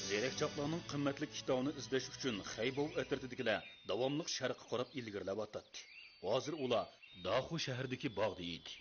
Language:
Uyghur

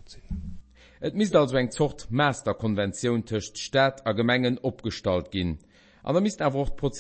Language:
Luxembourgish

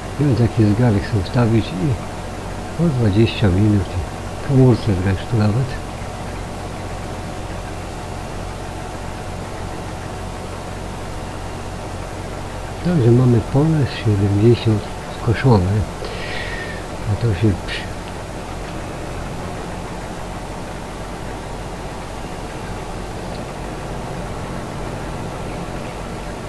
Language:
Polish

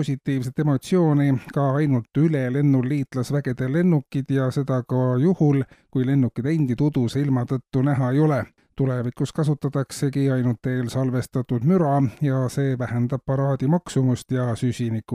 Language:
Estonian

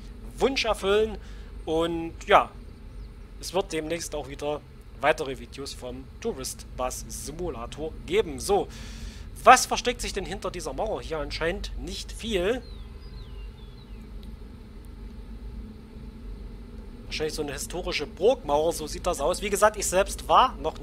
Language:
German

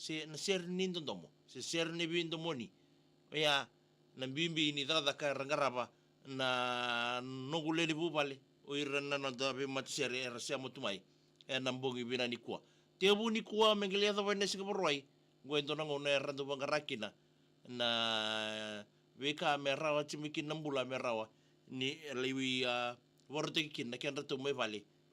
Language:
Fijian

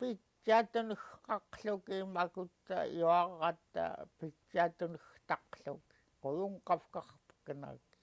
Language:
Central Yupik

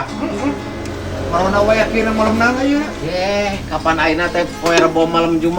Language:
Sundanese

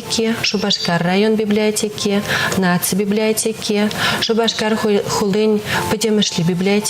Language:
Chuvash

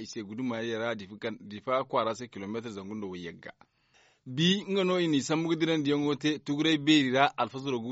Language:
Zarma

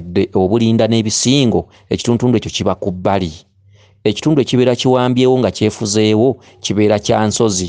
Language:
Ganda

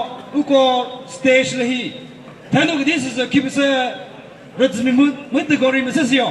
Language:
Chokri Naga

